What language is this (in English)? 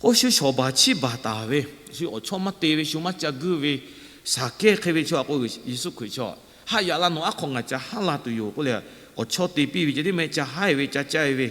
Lahu